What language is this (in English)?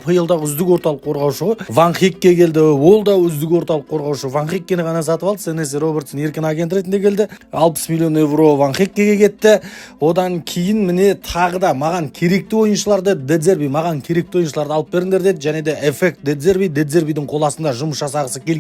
Kazakh